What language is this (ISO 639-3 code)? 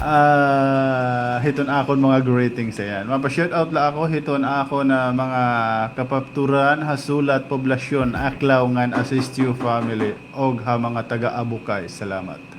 war